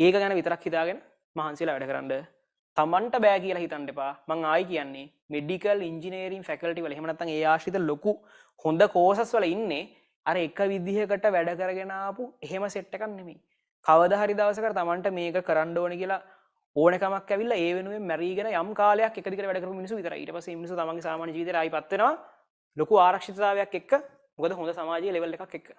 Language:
Sinhala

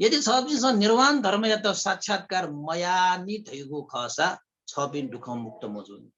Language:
Newari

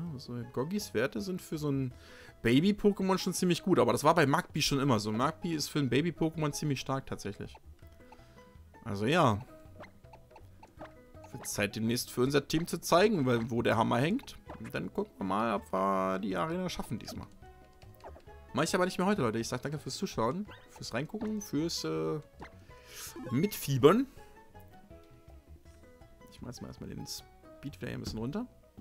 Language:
German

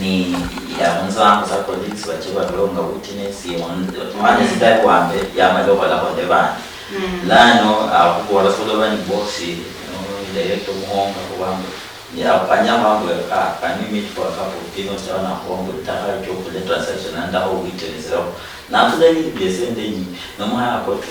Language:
Luyia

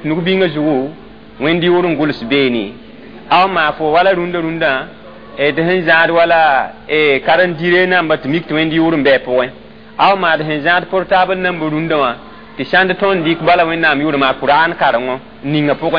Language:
Mossi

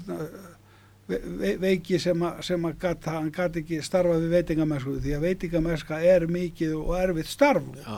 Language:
Icelandic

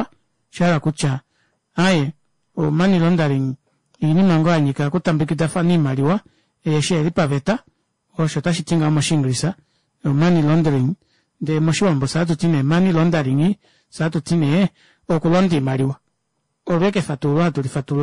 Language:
Kuanyama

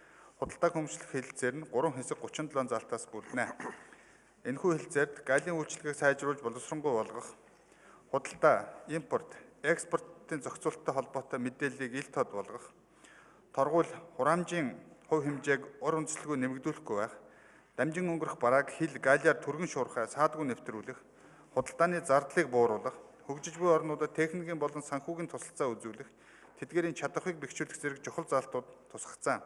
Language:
Mongolian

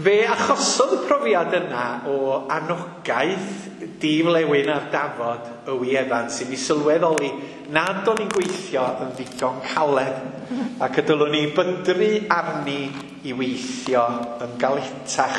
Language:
Welsh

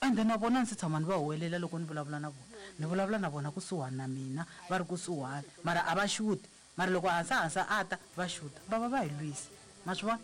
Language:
Tsonga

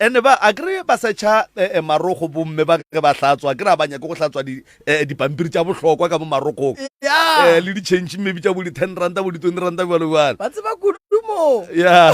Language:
Northern Sotho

